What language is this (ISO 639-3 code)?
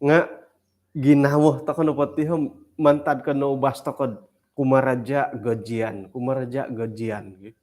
dtp